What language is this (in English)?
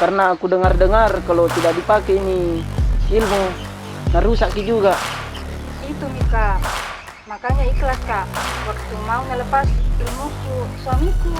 Makassar Malay